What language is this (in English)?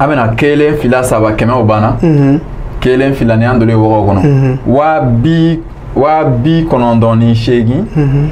Bambara